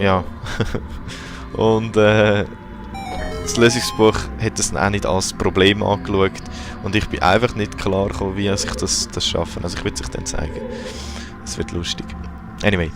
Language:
Swiss German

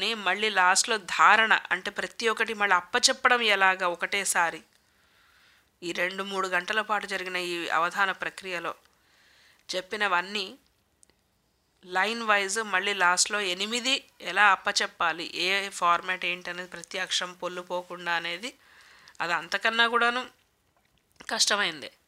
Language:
Telugu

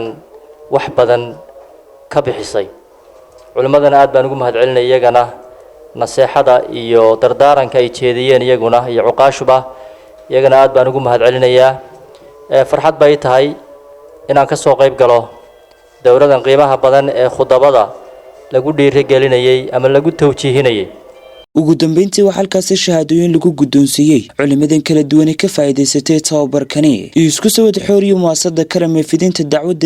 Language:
Somali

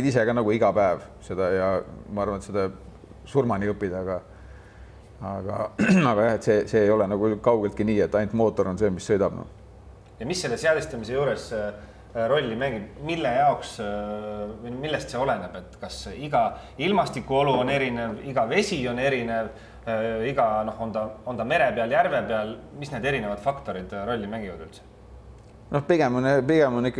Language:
Estonian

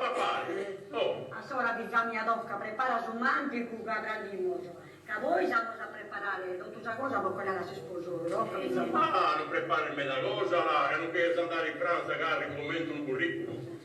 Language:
Sardinian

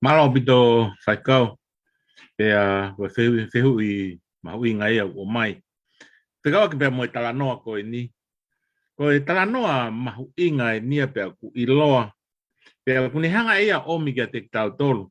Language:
Tongan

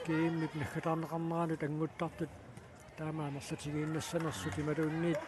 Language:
Kalaallisut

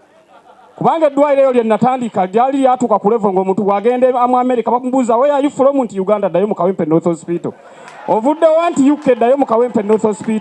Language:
Ganda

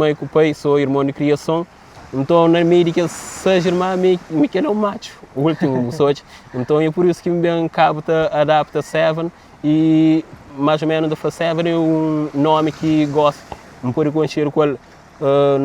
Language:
Kabuverdianu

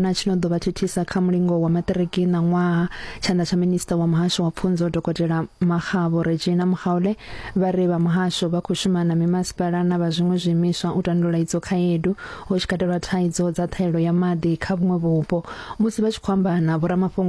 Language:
Venda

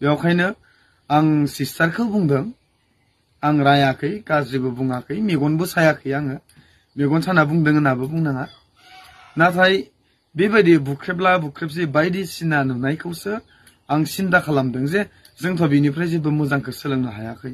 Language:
Bodo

